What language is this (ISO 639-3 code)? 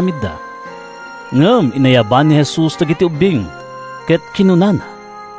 ilo